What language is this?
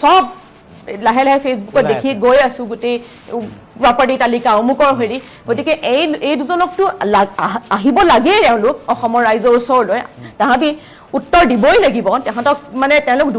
Assamese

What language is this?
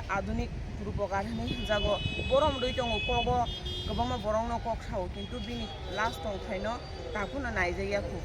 Kok Borok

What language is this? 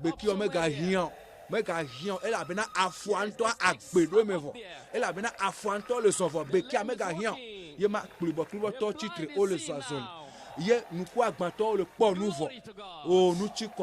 Ewe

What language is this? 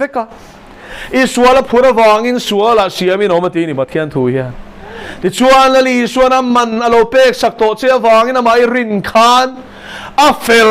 Mizo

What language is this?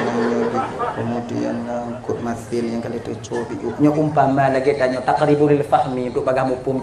Achinese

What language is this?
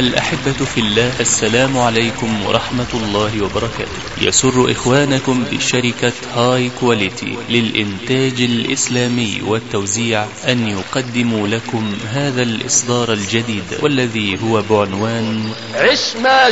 Arabic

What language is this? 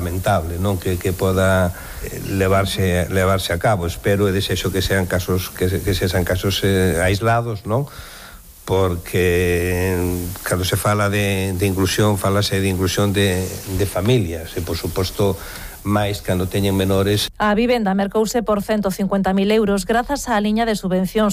Galician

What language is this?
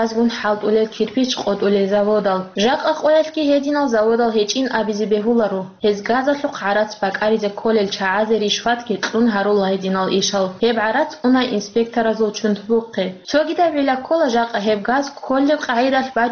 Avaric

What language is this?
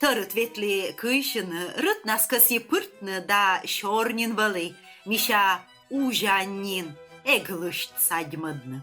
Komi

